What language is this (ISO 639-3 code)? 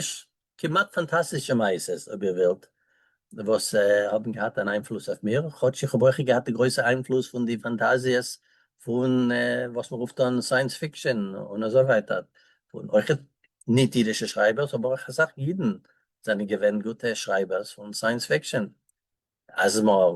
yid